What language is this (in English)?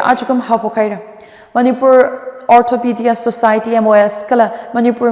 Tangkhul Naga (India)